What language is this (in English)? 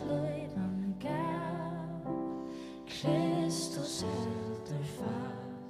Faroese